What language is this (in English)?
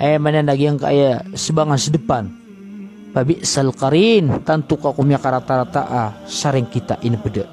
Maranao